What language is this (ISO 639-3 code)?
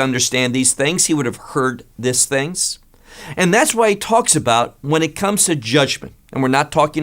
eng